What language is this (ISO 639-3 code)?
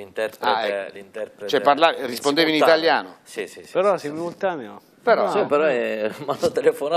ita